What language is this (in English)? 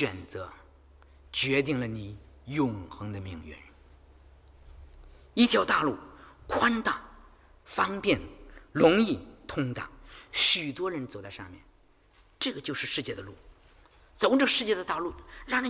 Chinese